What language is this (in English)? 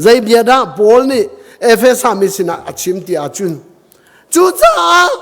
Hakha Chin